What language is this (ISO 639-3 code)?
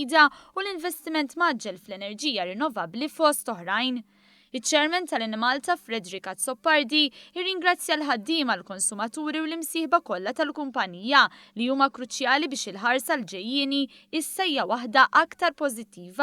mlt